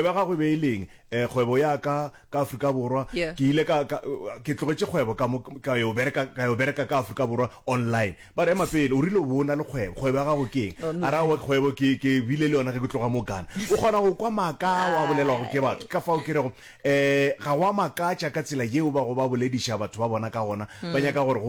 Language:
Northern Sotho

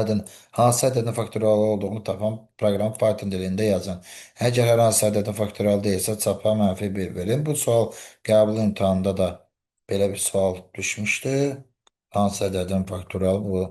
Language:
Azerbaijani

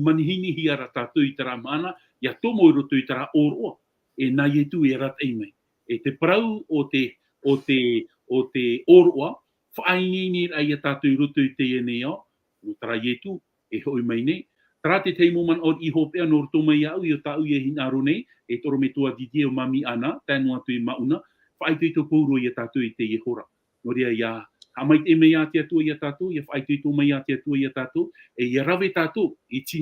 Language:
Tahitian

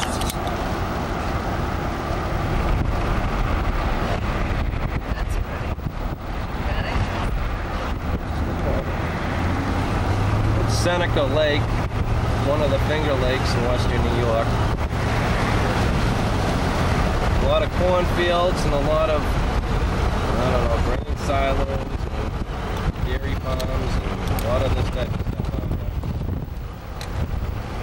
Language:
English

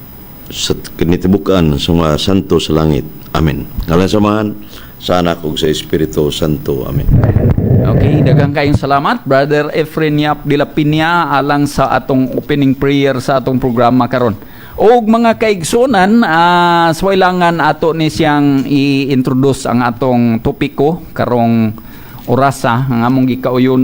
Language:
Cebuano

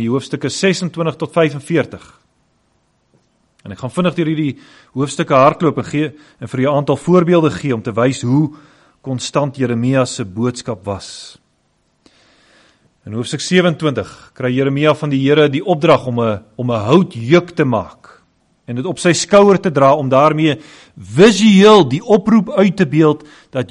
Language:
Afrikaans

